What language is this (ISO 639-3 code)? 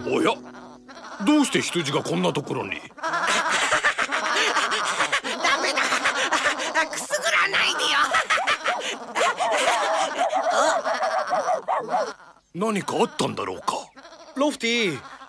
jpn